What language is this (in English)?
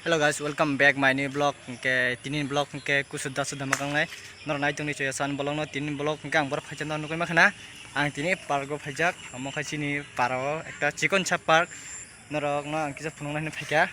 Kok Borok